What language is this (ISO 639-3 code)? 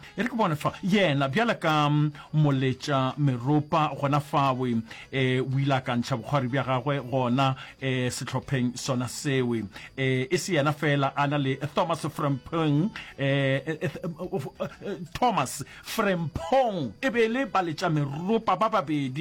nso